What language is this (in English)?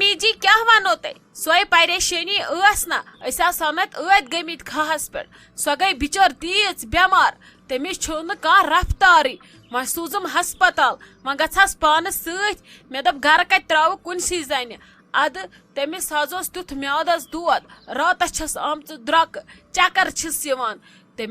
Kashmiri